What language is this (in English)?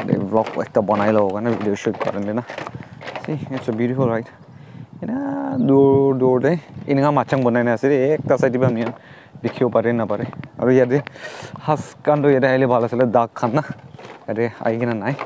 Naga Pidgin